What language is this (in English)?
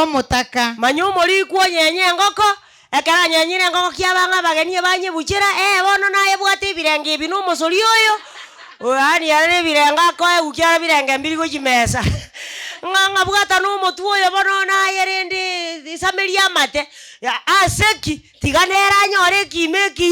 Gusii